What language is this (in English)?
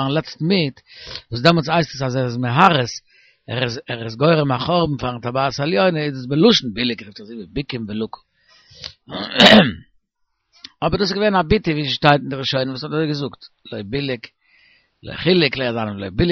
Yiddish